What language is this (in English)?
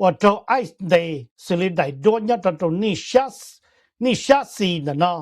Hmong